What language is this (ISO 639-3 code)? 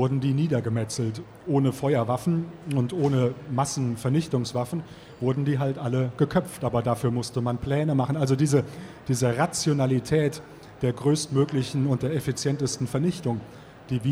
deu